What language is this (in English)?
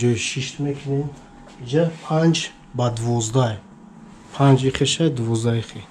Tajik